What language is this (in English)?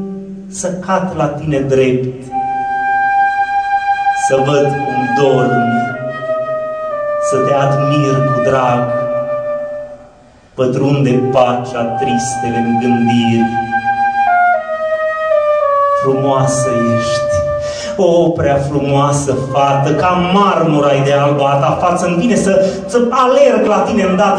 Romanian